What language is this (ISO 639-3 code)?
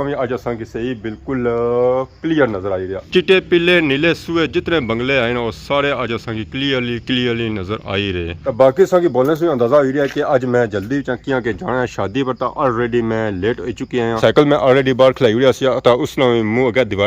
phr